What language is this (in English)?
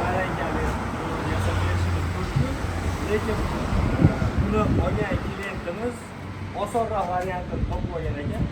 Uzbek